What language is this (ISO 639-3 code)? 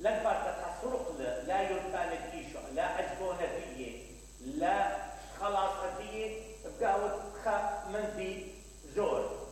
acm